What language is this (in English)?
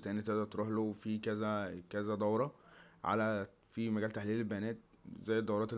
Egyptian Arabic